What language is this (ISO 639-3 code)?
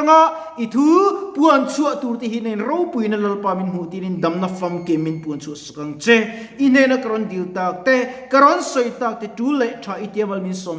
lus